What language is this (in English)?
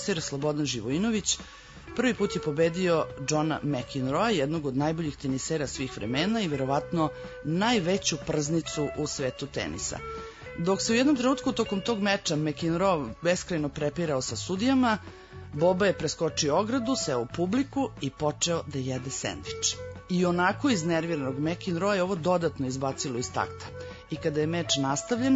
Serbian